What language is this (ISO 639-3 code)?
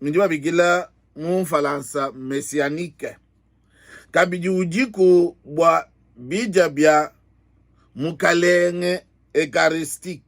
lua